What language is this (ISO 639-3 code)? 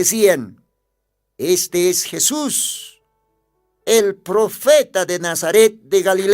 aym